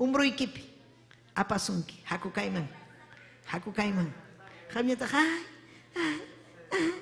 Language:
Ayacucho Quechua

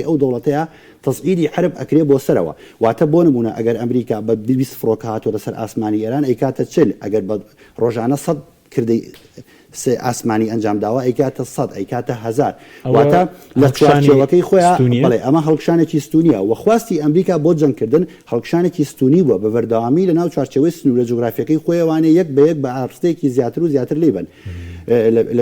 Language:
Central Kurdish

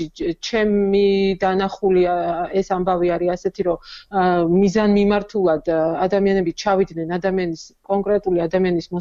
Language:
Georgian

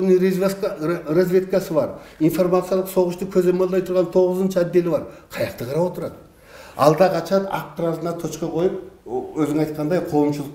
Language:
Kyrgyz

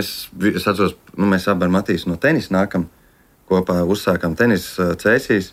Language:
Latvian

